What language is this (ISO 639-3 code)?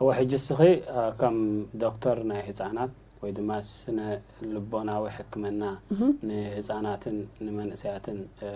tir